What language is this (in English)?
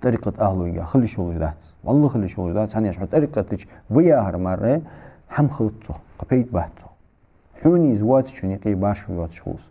Ingush